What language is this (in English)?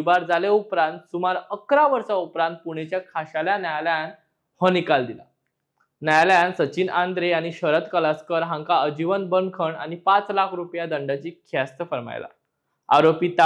Konkani